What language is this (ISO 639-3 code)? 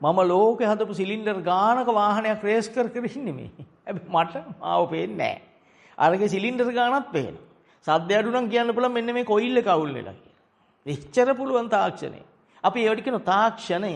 sin